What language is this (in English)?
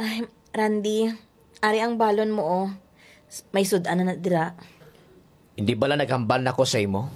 Hiligaynon